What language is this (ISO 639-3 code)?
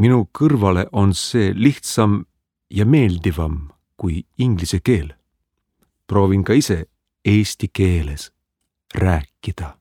est